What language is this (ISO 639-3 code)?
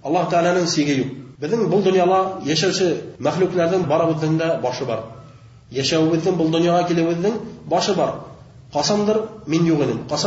bak